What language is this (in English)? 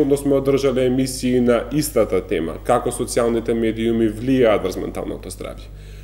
Macedonian